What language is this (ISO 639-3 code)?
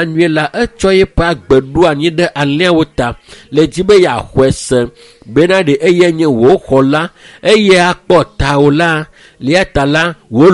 ewe